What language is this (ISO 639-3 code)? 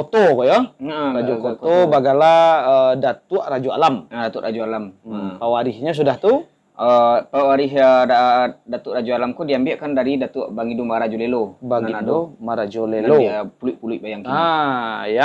min